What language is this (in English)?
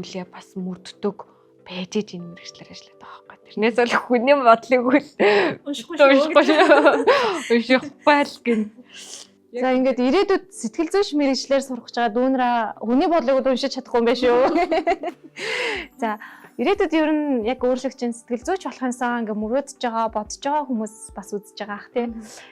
Mongolian